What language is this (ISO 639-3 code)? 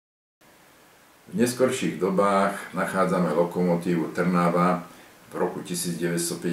slk